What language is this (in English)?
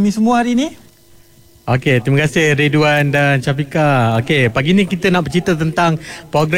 Malay